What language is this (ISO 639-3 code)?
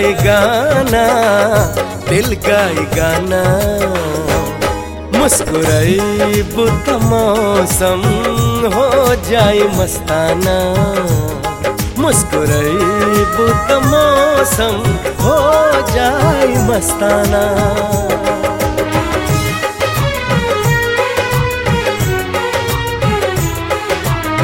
bho